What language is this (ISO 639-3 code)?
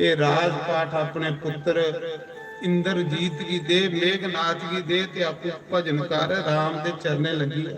doi